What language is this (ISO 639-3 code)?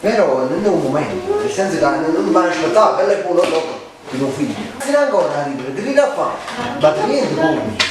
nap